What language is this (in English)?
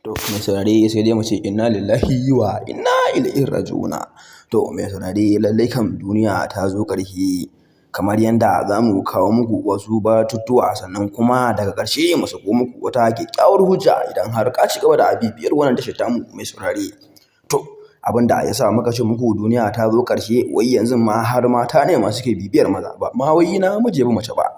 Hausa